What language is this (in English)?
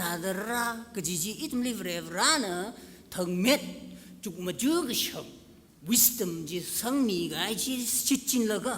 Tangkhul Naga (India)